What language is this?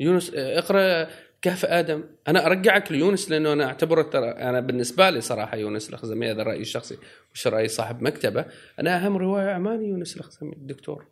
Gulf Arabic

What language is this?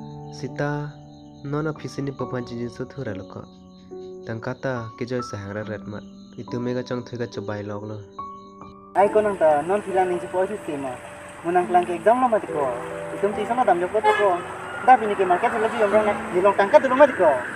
Karbi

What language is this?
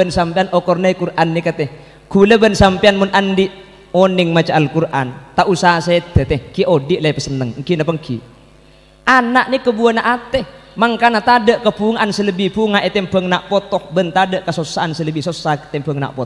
Madurese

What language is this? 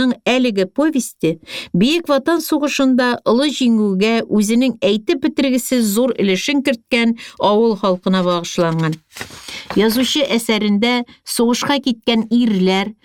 Tatar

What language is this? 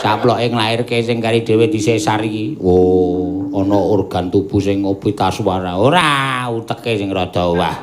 Javanese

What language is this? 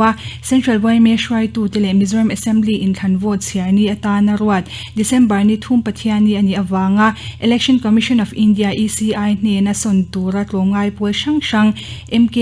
Mizo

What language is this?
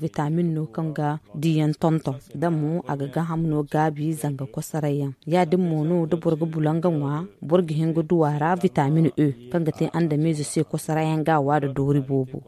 Zarma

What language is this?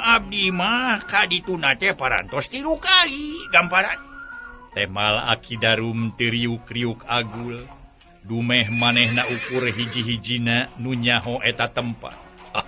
Sundanese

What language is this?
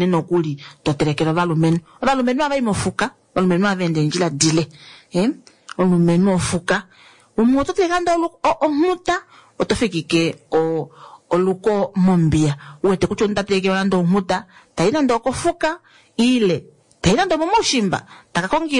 Kuanyama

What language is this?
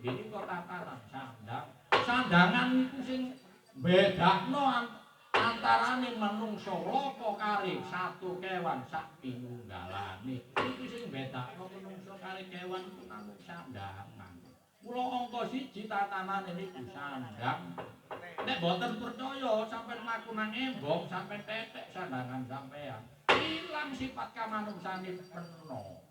Javanese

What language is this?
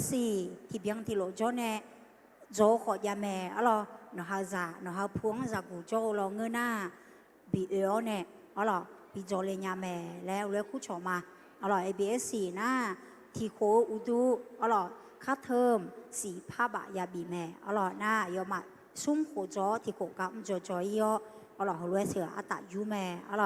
Akha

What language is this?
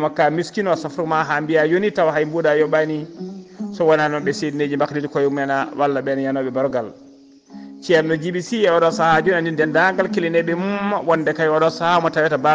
Fula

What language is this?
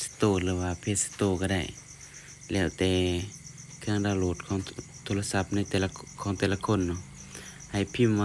Lao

